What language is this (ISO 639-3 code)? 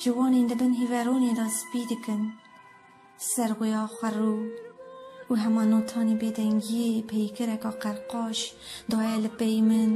kur